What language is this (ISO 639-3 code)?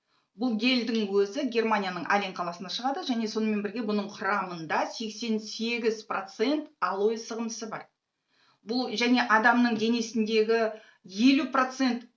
kaz